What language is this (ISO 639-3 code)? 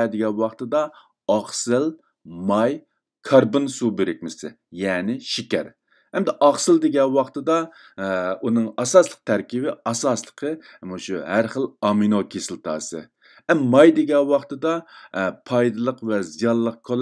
uig